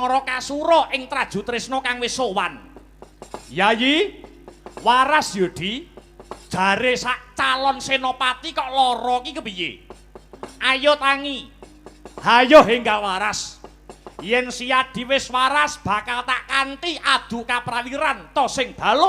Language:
Javanese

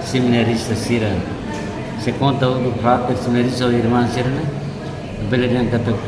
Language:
Tetum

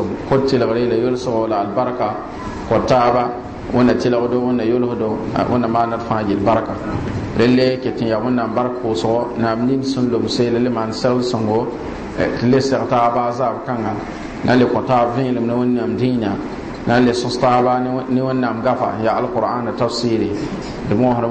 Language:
Mossi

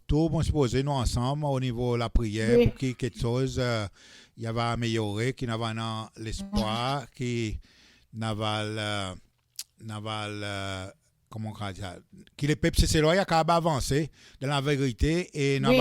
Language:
Seselwa Creole French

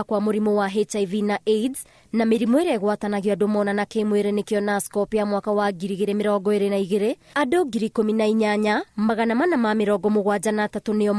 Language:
Kikuyu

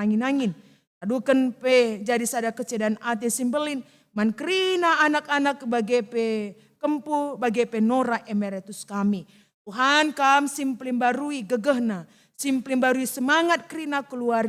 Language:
Batak Karo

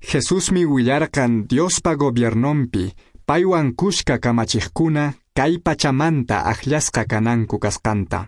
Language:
Quechua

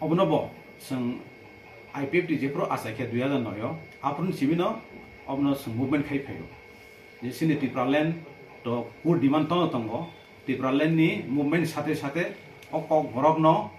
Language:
Kok Borok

